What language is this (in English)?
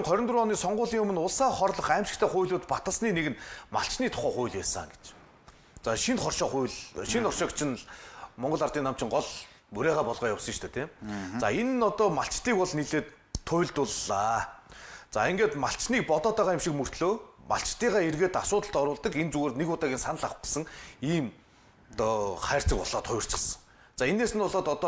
Mongolian